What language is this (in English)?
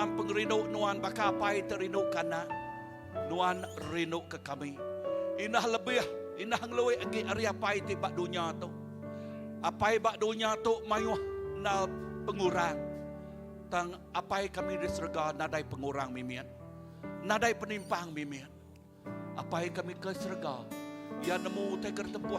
Iban